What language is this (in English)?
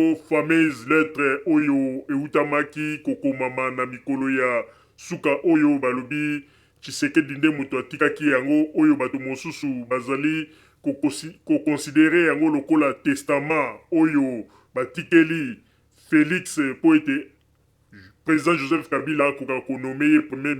Lingala